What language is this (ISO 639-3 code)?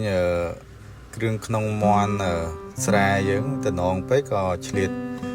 khm